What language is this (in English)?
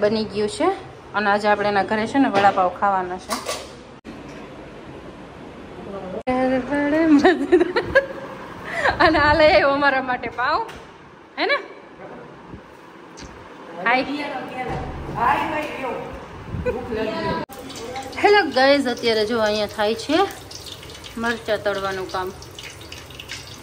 Gujarati